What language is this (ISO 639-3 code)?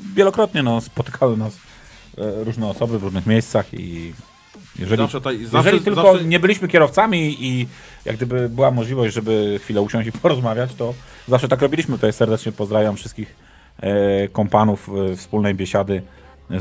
pol